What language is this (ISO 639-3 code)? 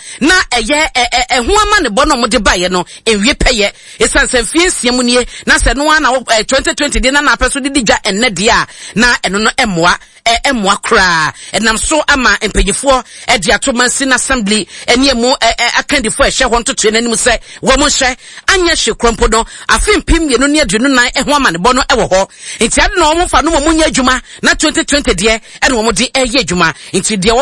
aka